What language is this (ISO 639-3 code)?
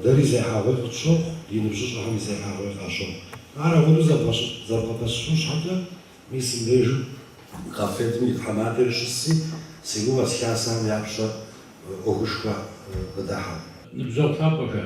kbd